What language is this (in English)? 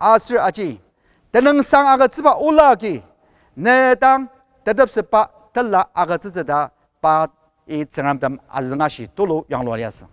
Ao Naga